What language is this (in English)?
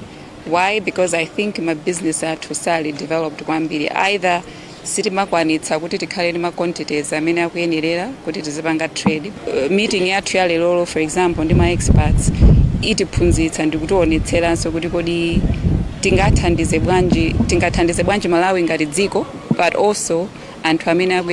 Nyanja